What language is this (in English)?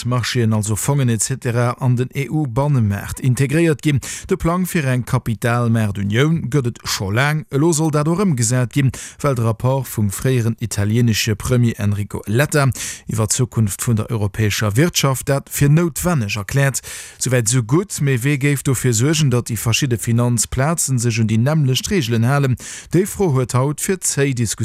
Luxembourgish